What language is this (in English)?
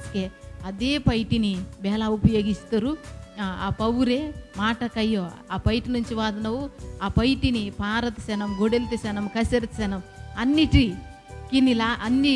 Koya